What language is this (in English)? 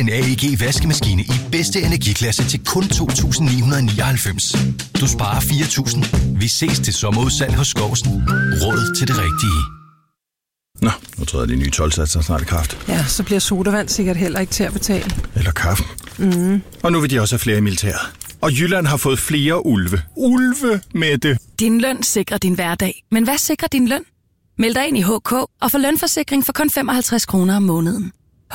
Danish